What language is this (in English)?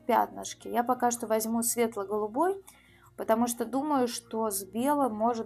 Russian